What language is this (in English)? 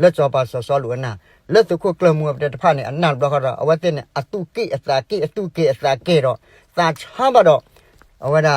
S'gaw Karen